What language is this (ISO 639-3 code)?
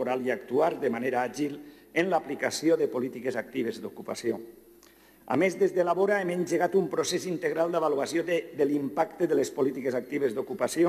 cat